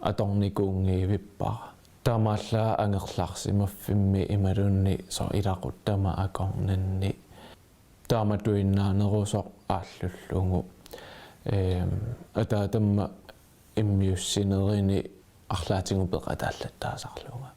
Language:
Kalaallisut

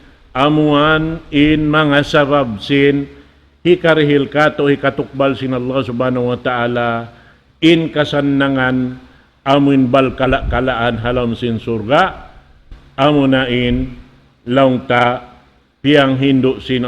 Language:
Tausug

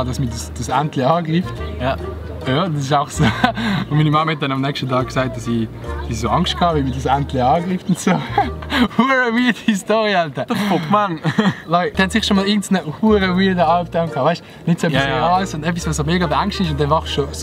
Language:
Swiss German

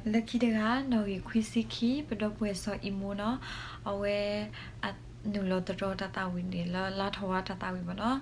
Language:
S'gaw Karen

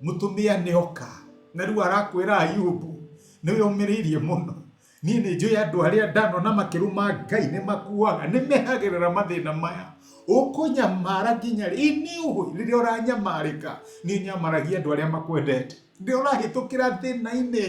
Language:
Kikuyu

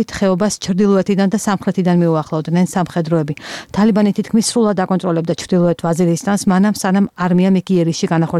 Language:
Georgian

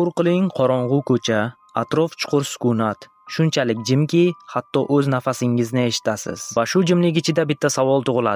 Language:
Uzbek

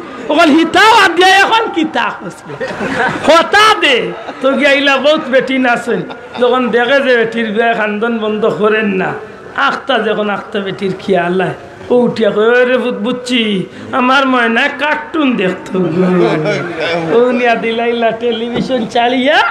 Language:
Sylheti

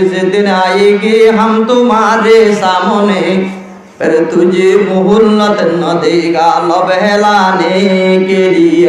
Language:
Rohingya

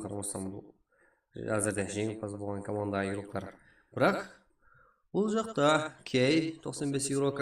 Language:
Kara-Kalpak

